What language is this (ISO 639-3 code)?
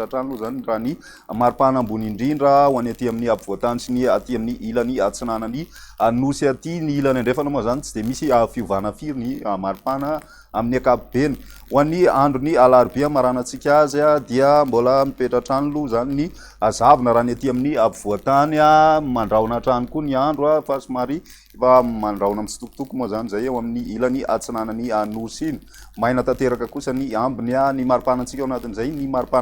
mlg